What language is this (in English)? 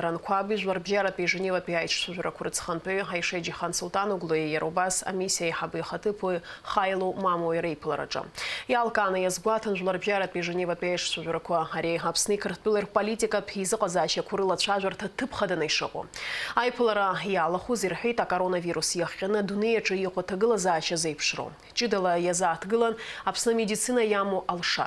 Abkhazian